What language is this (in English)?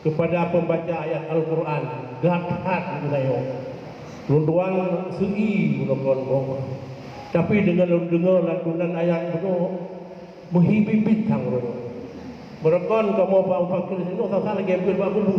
Achinese